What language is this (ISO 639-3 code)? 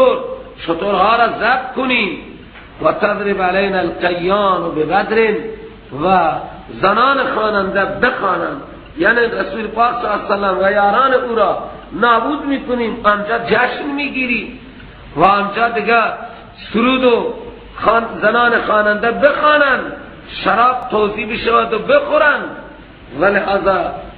fas